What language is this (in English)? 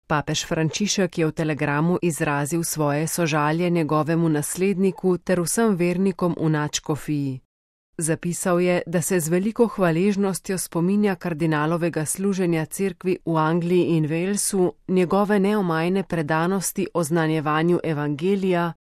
Slovenian